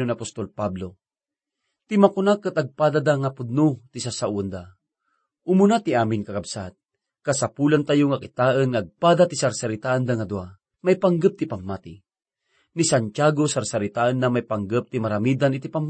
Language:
Iloko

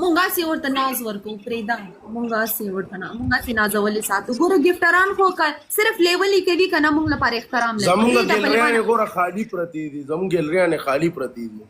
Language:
Pashto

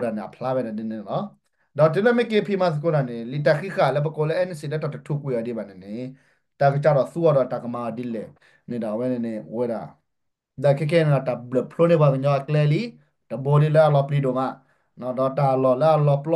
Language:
S'gaw Karen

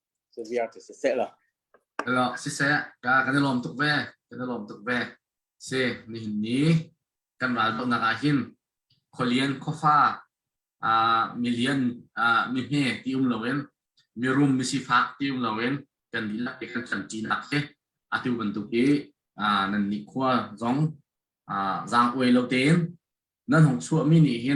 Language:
Hakha Chin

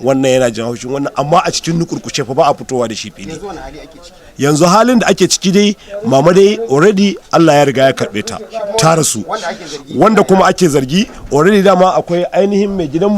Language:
Hausa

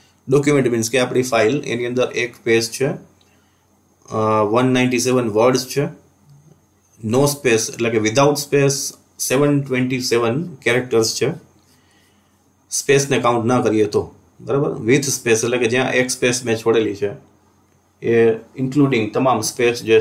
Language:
Gujarati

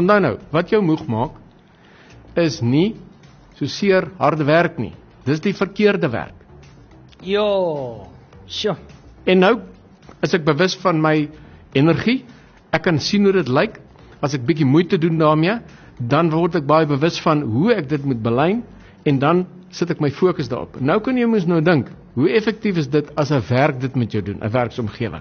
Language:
Afrikaans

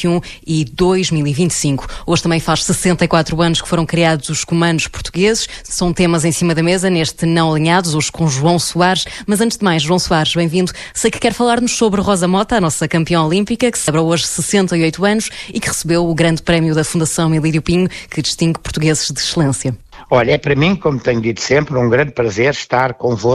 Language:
Portuguese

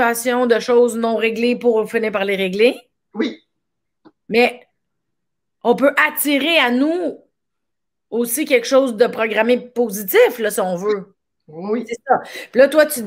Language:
French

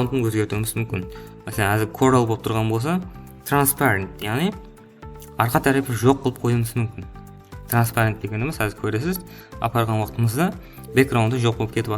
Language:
Kara-Kalpak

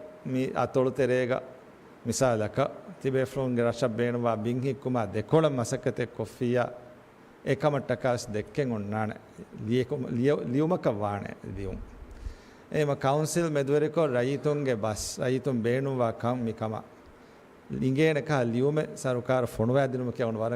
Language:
Divehi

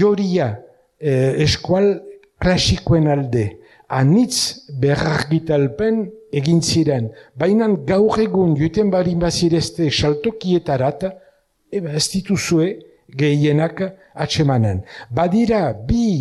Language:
Basque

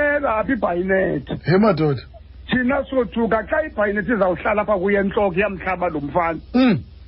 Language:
Xhosa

